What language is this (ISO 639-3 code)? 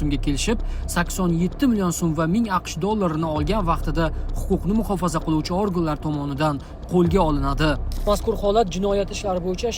uzb